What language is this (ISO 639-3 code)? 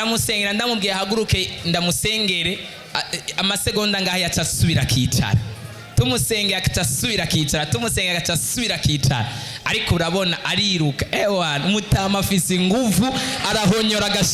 run